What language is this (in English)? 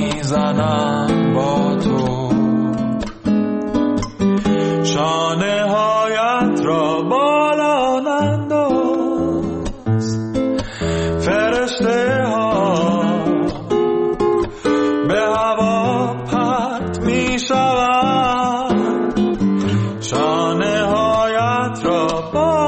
Persian